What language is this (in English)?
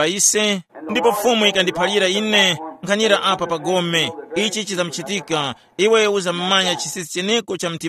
Tumbuka